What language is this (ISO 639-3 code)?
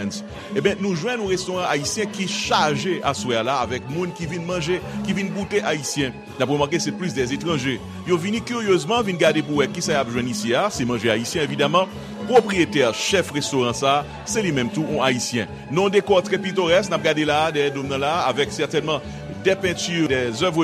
hat